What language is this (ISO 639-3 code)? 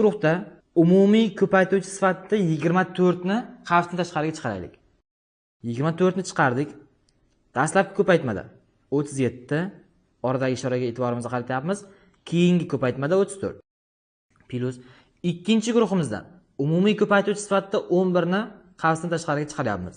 uzb